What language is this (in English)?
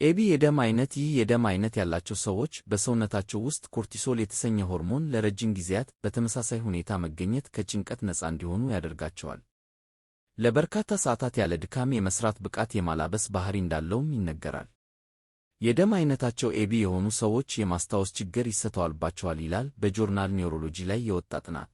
Amharic